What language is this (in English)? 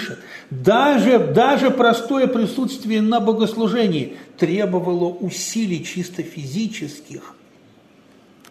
Russian